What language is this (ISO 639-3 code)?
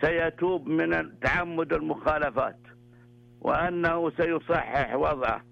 ars